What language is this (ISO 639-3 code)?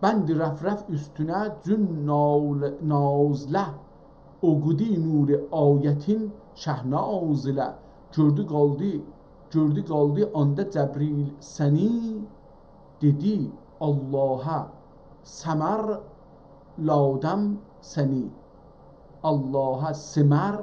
azb